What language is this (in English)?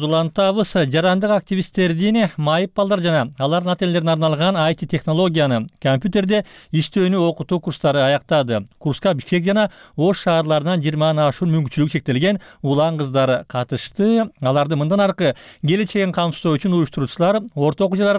Kyrgyz